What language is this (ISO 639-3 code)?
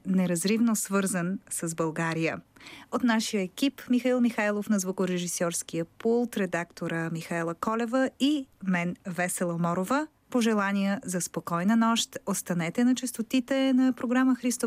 bul